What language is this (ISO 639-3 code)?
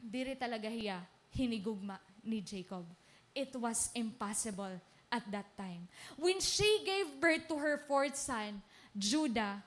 war